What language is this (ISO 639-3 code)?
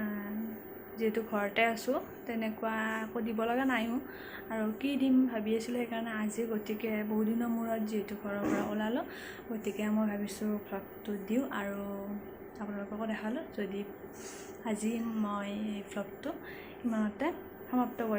asm